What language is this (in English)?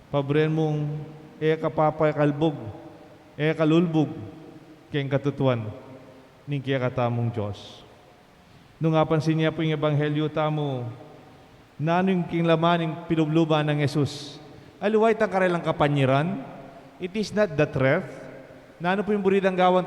Pampanga